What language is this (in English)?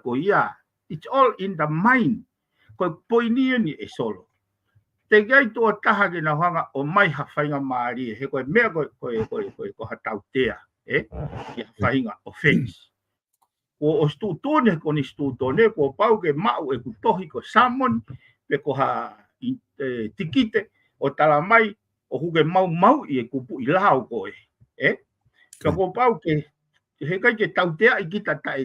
Tongan